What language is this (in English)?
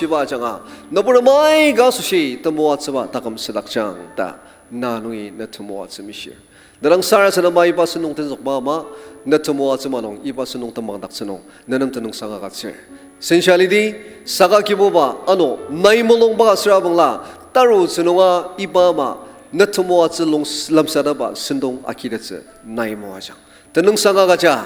Ao Naga